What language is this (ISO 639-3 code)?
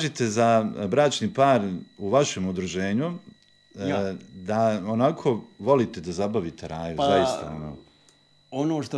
bos